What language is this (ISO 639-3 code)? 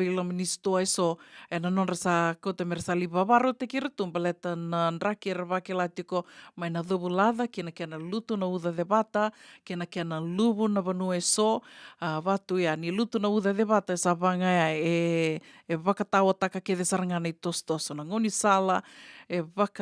fij